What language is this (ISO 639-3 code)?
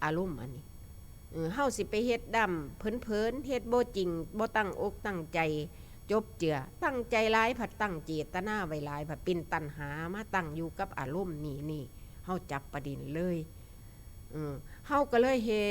tts